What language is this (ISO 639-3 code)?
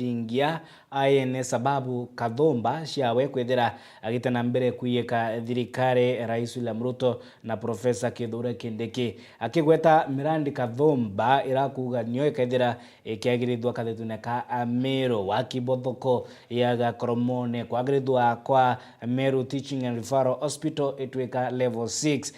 mer